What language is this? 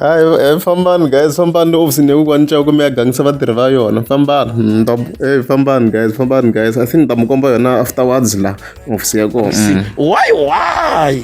Tsonga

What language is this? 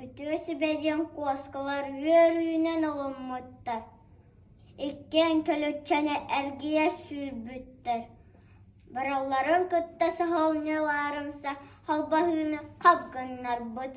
Yakut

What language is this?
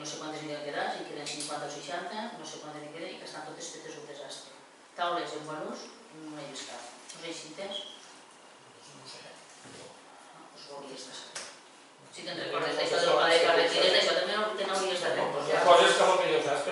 Catalan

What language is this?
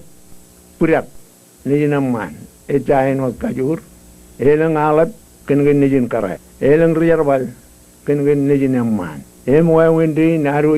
Marshallese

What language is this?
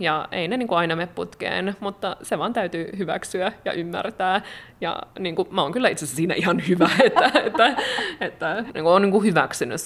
Finnish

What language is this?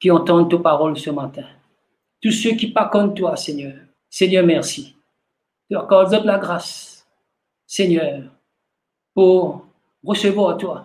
Morisyen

